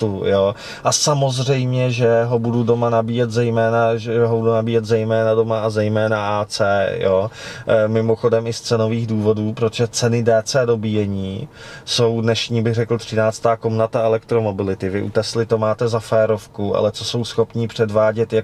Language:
Czech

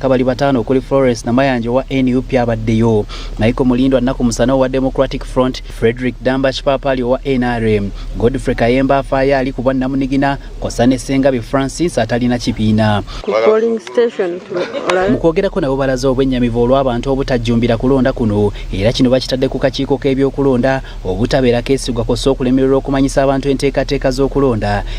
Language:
Ganda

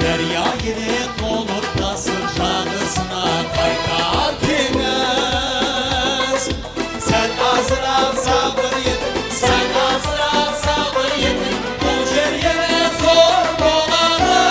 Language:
Kara-Kalpak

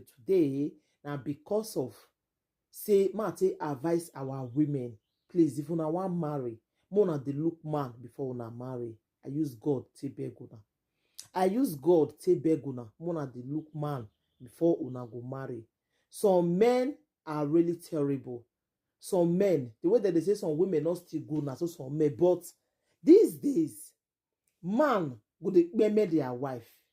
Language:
Nigerian Pidgin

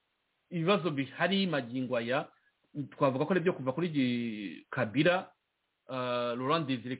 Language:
Kinyarwanda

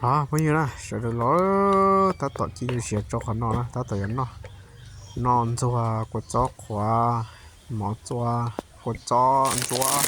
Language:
Hmong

